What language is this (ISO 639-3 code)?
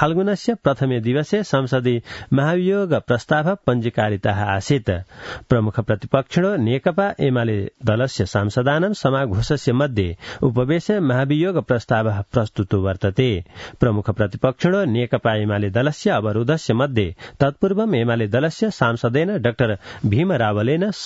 san